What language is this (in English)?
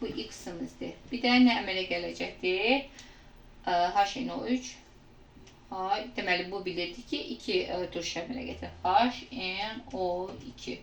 Azerbaijani